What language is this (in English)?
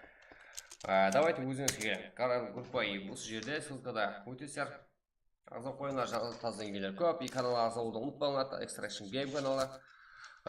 Kara-Kalpak